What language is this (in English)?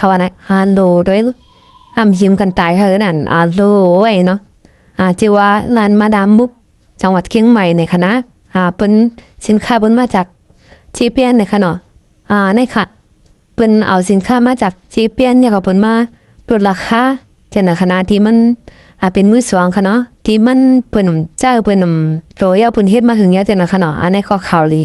Shan